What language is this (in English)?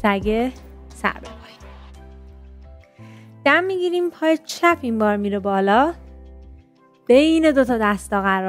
Persian